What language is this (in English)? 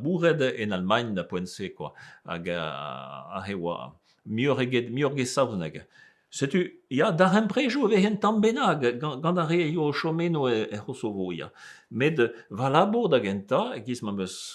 Breton